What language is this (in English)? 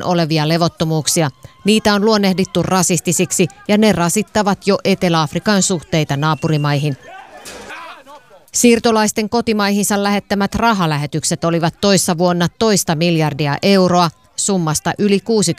Finnish